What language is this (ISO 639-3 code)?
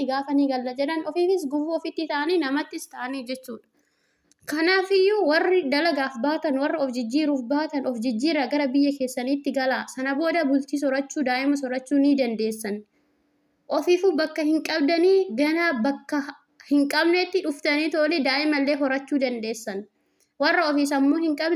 orm